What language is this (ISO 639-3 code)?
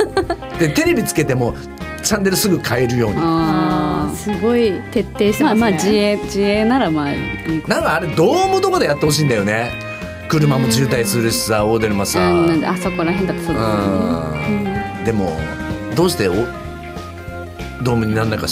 jpn